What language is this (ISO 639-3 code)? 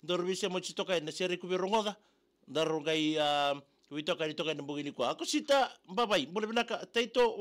fij